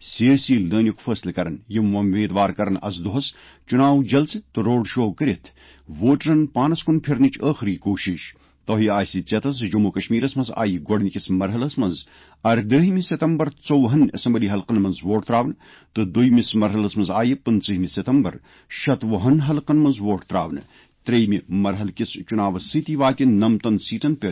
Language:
Kashmiri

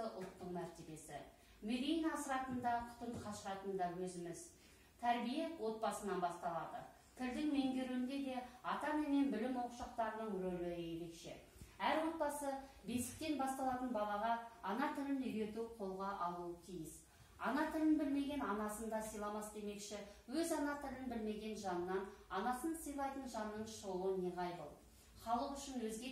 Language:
Kazakh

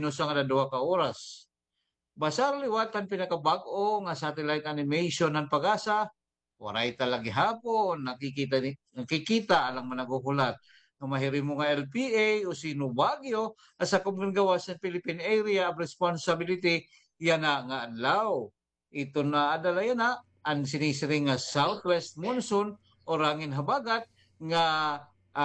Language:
Waray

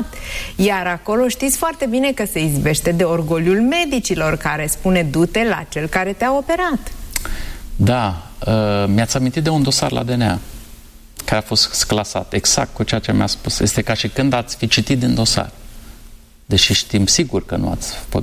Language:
Romanian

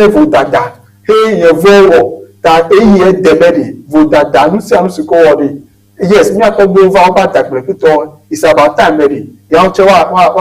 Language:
Ewe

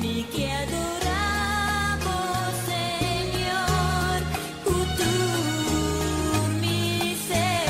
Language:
Papiamento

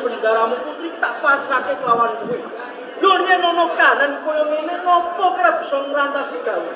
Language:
Javanese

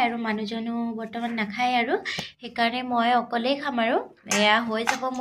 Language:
Assamese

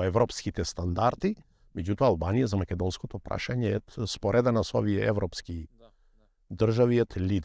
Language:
Macedonian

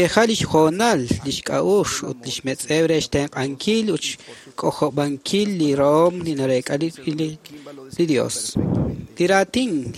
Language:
Kekchí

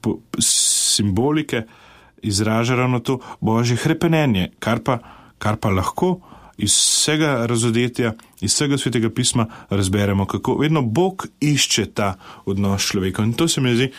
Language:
Slovenian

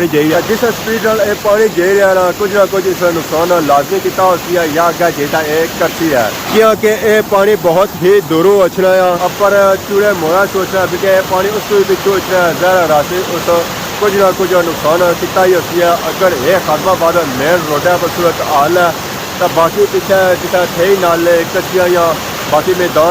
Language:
Pahari-Potwari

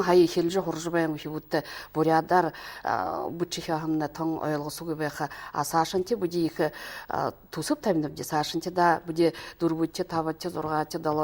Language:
Buriat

